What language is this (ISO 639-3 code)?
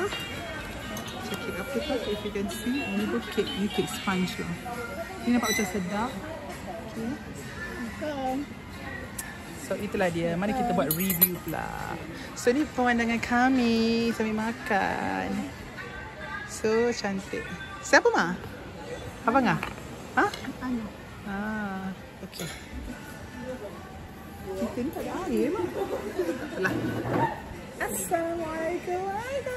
msa